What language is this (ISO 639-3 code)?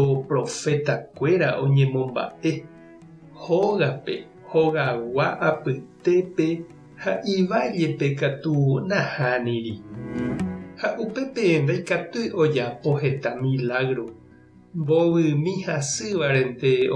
grn